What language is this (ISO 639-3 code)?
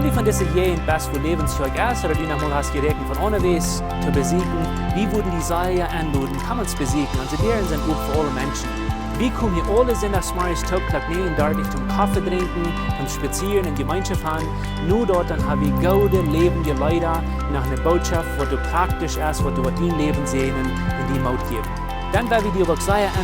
pdt